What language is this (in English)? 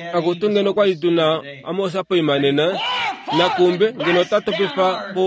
Kuanyama